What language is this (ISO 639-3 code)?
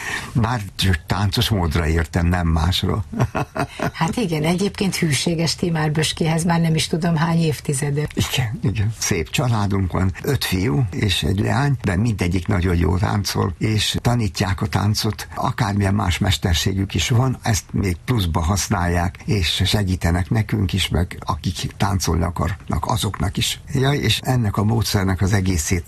hun